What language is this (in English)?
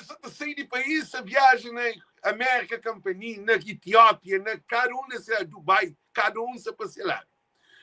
Kabuverdianu